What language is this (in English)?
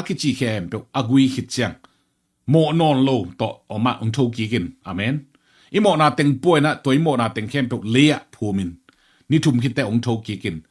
Tedim Chin